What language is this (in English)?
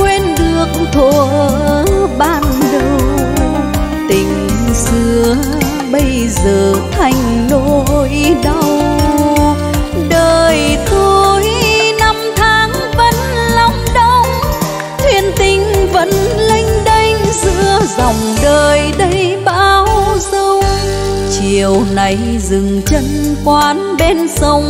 Vietnamese